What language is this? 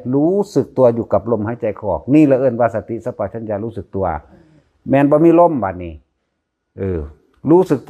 Northeastern Thai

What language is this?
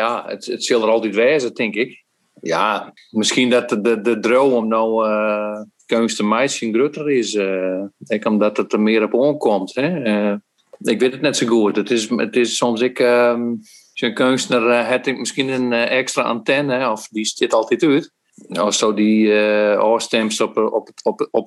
Western Frisian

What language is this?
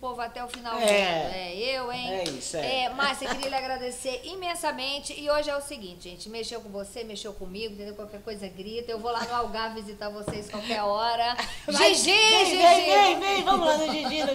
Portuguese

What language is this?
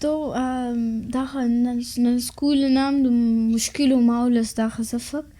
Brahui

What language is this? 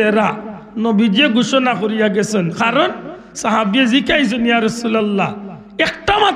Sylheti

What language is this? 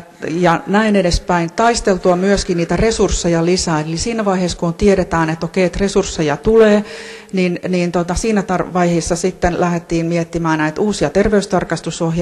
Finnish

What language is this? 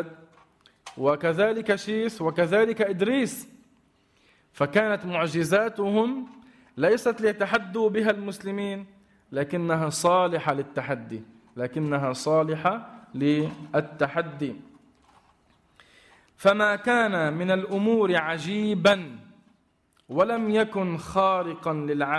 Arabic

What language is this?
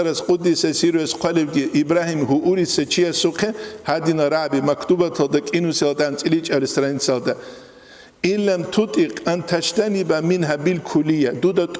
Avaric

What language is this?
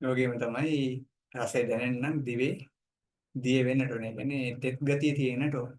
Sinhala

